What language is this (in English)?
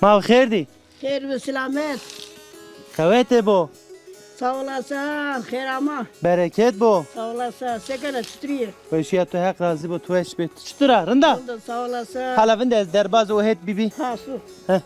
Zaza